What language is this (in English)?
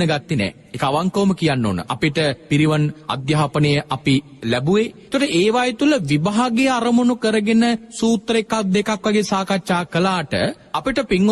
Sinhala